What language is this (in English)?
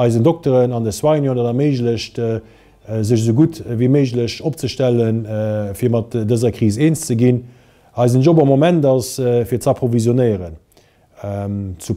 Luxembourgish